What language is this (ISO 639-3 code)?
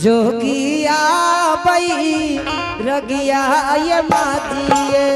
anp